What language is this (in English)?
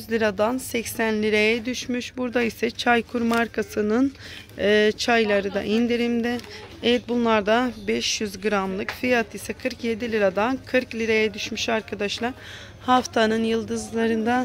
Turkish